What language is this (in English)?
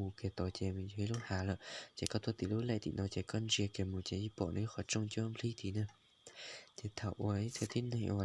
Hmong